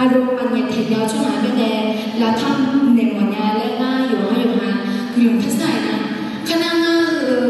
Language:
Akha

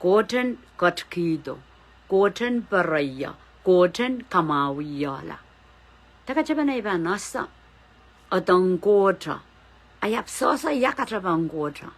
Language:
Pohnpeian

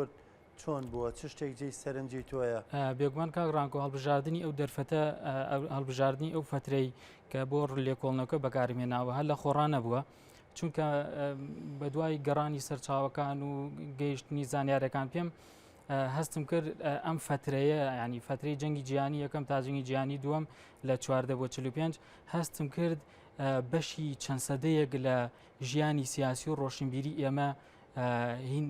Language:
Central Kurdish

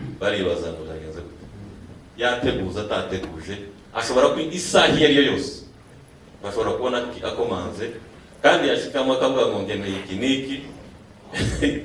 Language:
Kinyarwanda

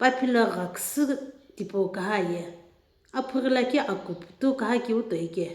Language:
Sumi Naga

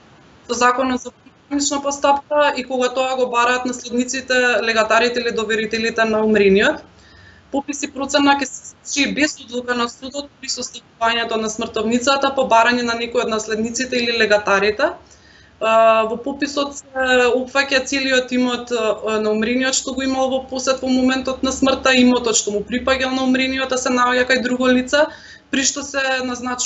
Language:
Macedonian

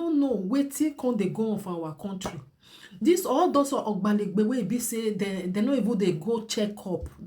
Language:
Nigerian Pidgin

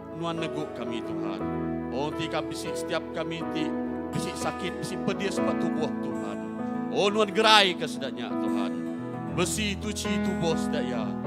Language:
Iban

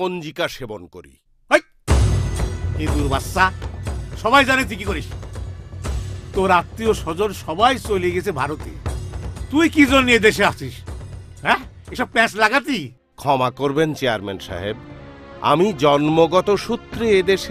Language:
Bangla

